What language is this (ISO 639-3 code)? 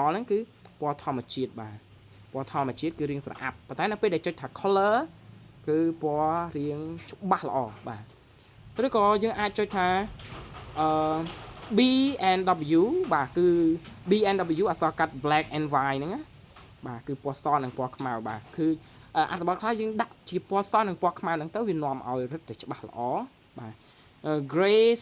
khm